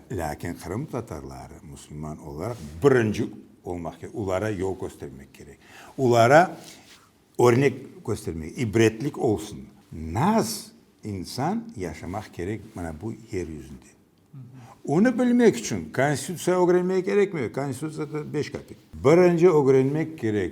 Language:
Crimean Tatar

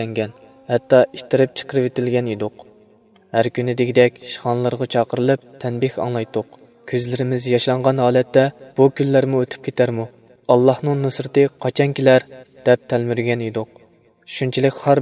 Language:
Uyghur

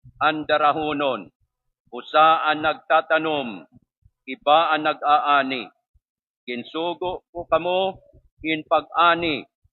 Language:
Waray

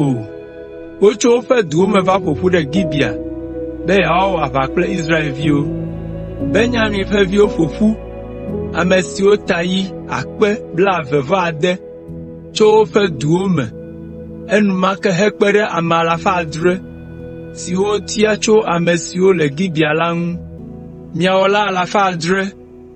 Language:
Ewe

